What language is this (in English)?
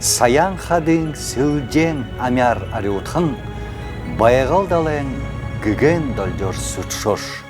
Buriat